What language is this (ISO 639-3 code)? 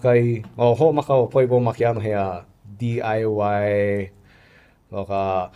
haw